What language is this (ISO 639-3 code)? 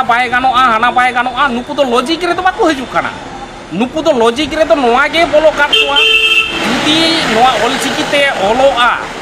sat